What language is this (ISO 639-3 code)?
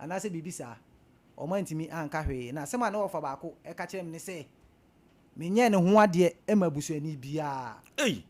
aka